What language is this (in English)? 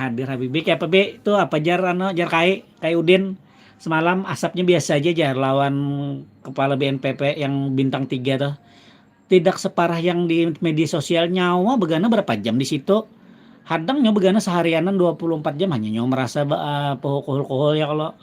Banjar